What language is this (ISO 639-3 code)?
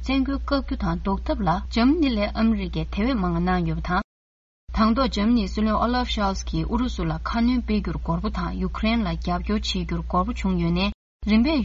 bod